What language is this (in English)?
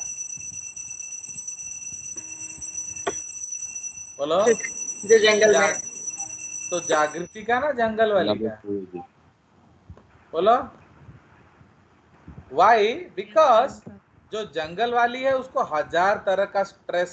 Hindi